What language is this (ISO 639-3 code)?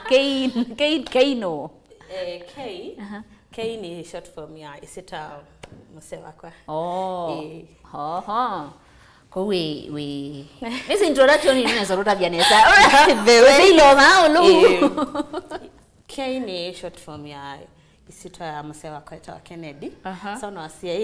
kam